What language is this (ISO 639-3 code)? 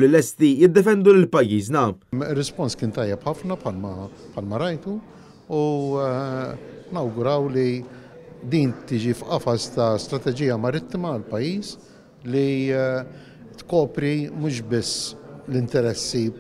mlt